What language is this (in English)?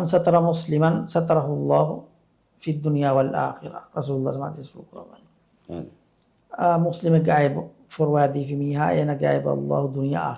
Divehi